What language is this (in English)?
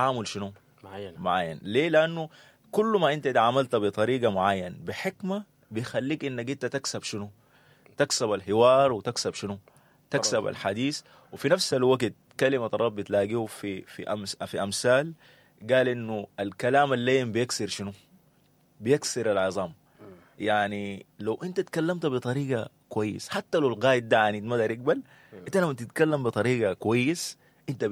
Sudanese Arabic